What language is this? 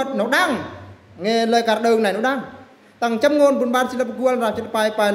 Eastern Bru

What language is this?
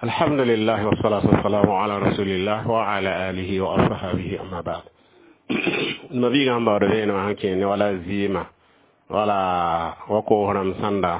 Mossi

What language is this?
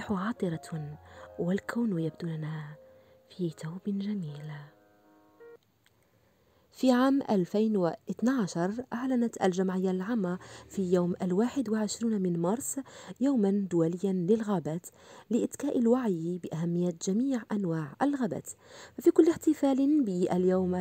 Algerian Arabic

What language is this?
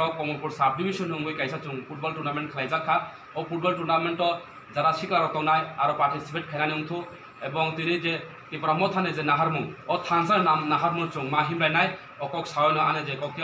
Kok Borok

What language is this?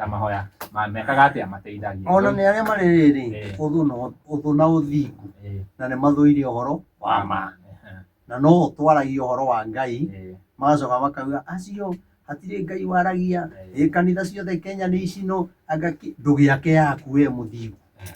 Kikuyu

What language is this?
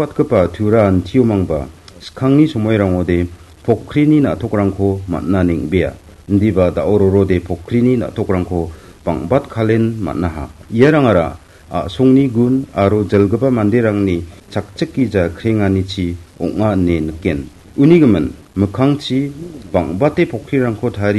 Garo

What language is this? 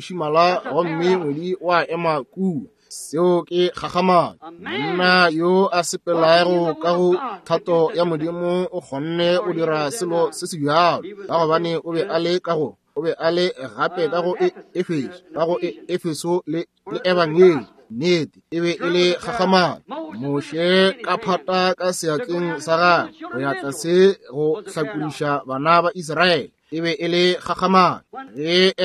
Northern Sotho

